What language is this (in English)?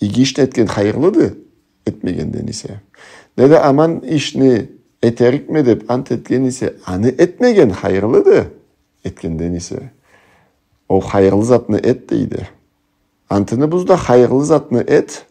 Karachay-Balkar